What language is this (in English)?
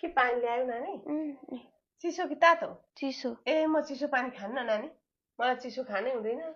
Nepali